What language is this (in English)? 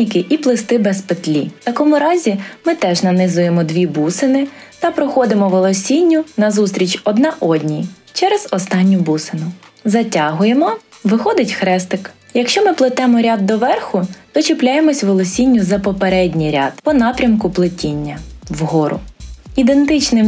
Ukrainian